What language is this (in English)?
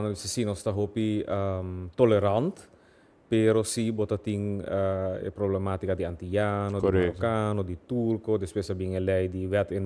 Papiamento